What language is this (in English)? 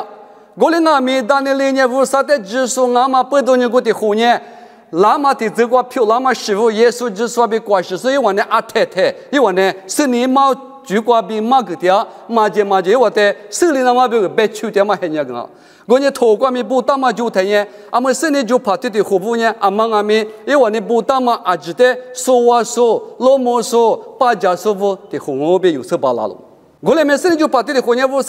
Lisu